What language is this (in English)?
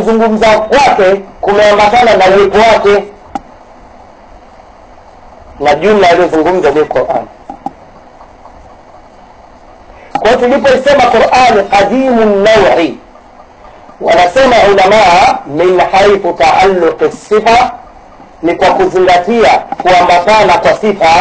Swahili